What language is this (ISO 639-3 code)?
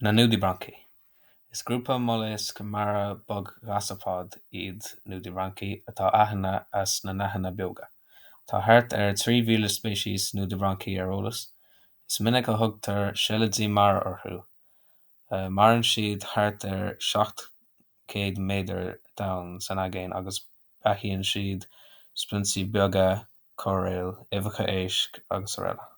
gle